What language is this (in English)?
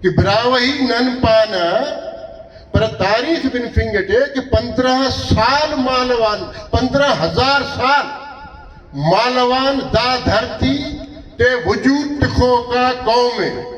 Brahui